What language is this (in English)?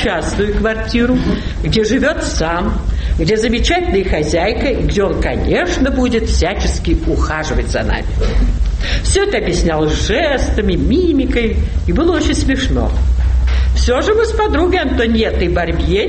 Russian